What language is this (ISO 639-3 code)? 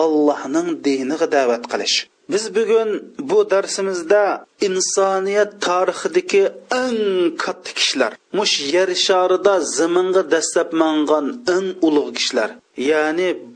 uig